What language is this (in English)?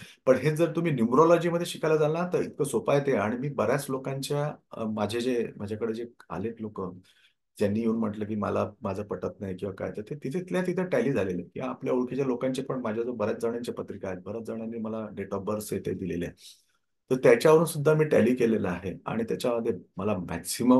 Marathi